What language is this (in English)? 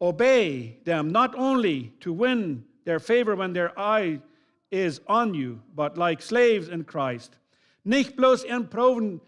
Plautdietsch